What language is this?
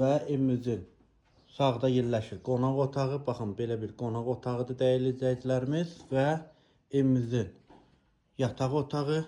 Azerbaijani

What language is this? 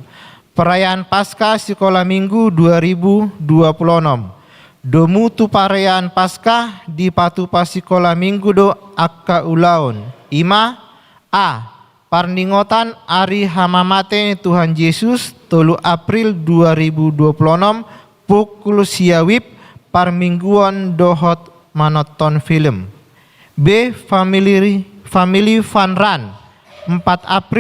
Batak Toba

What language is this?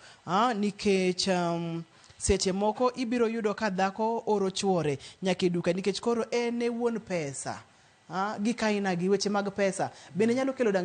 Luo (Kenya and Tanzania)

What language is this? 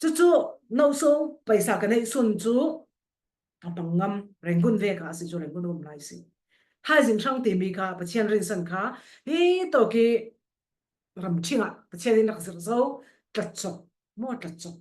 Falam Chin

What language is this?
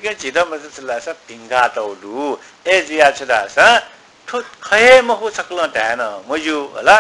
Newari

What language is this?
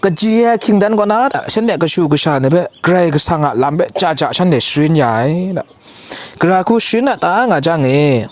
Kachin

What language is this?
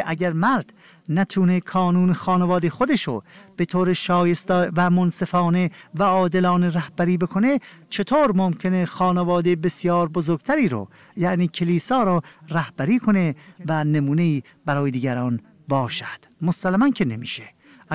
Persian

